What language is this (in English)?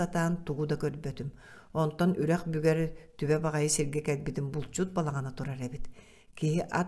Yakut